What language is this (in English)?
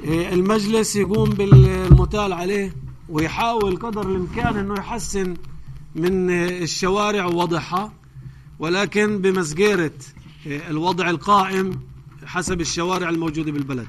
North Levantine Arabic